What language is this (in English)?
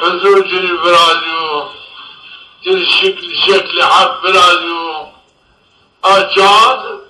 Zaza